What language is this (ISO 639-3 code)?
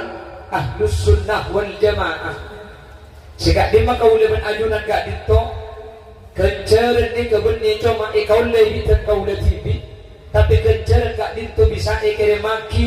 mad